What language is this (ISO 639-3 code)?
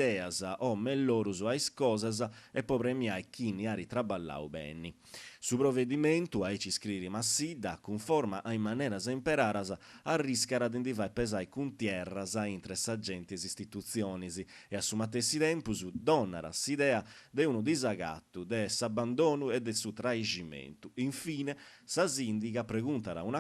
srd